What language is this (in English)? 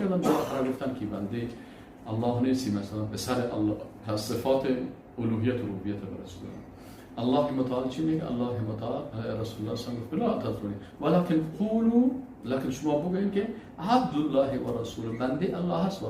Persian